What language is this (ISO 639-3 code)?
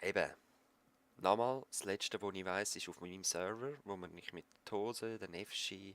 gsw